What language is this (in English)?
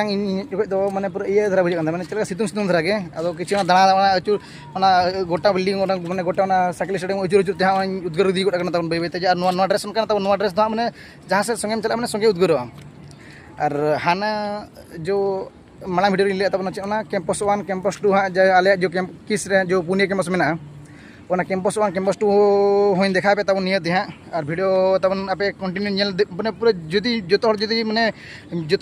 Santali